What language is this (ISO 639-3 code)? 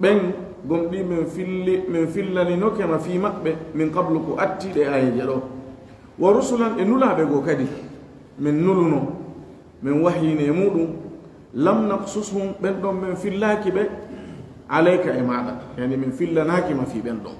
ful